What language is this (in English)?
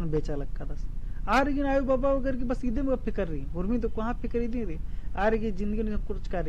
Kurukh